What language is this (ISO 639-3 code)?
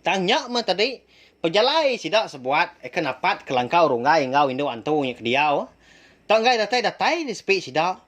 iba